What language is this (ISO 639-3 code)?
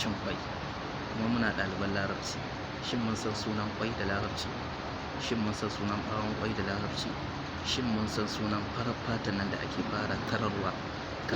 hau